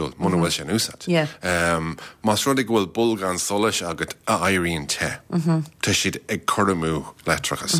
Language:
Irish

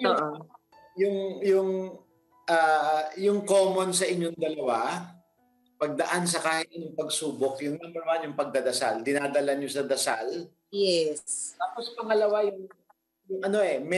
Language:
Filipino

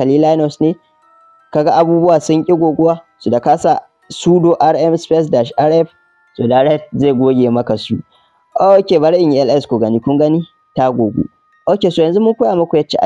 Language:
Hausa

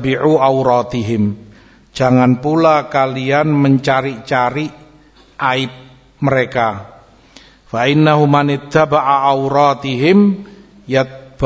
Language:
Indonesian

